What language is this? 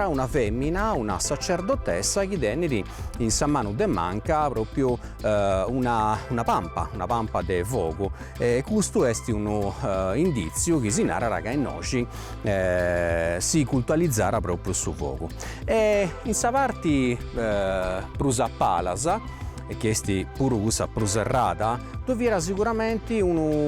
Sardinian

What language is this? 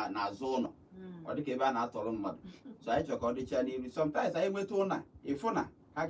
Igbo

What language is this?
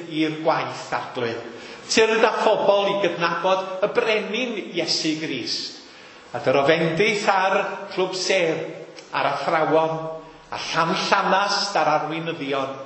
Welsh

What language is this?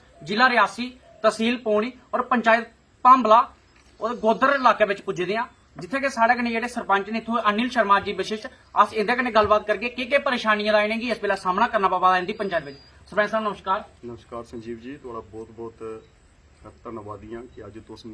Dogri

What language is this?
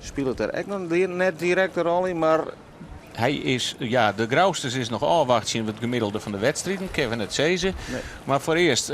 Western Frisian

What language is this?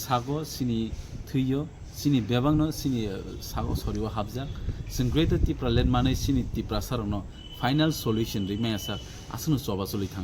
Kok Borok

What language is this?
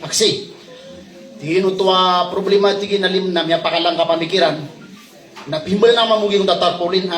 Maranao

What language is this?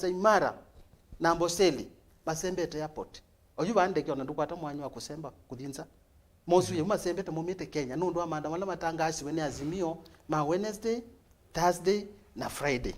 Kamba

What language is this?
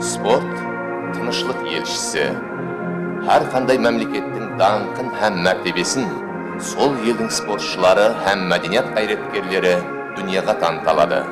Kara-Kalpak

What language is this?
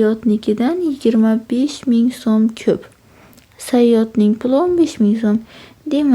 Uzbek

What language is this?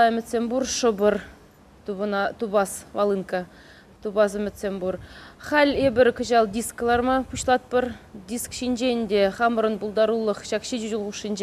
Chuvash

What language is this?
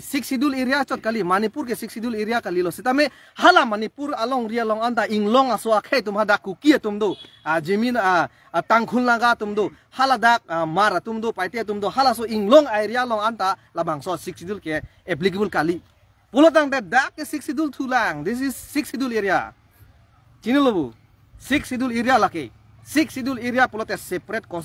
Karbi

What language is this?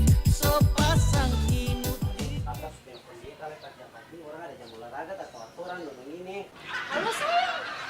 Ambonese Malay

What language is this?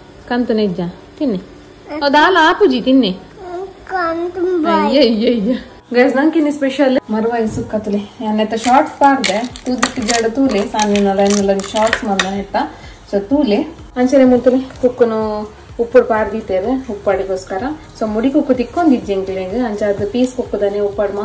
Tulu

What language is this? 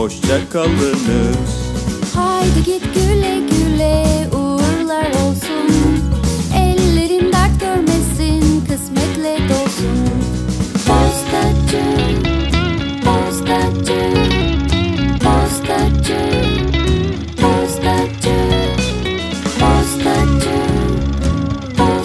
Turkish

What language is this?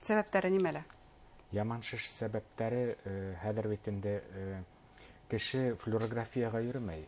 Bashkir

